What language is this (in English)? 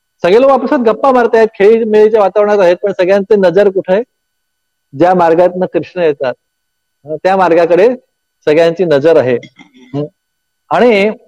Marathi